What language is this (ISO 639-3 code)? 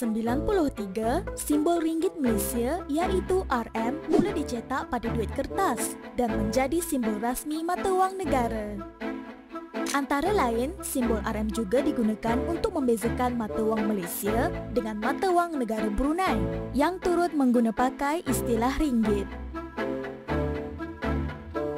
msa